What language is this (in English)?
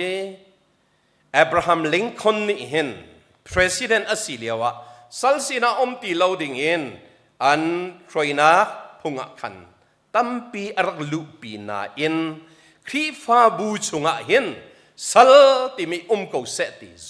Hakha Chin